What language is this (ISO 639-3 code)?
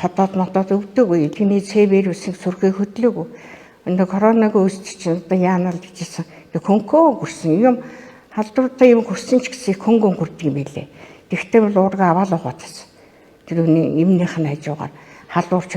mon